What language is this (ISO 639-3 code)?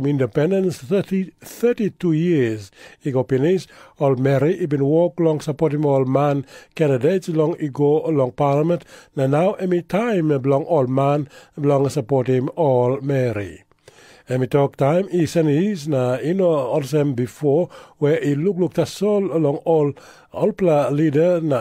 tpi